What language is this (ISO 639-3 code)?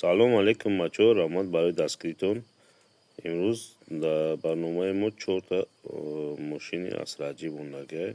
tgk